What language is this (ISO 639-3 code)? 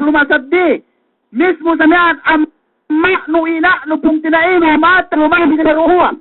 yka